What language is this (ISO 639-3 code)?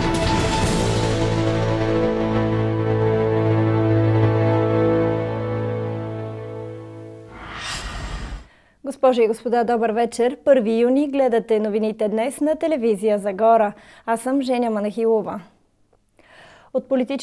bul